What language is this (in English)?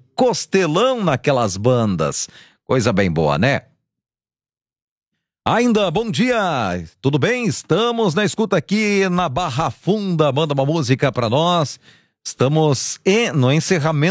Portuguese